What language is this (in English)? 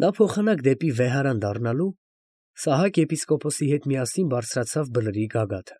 Armenian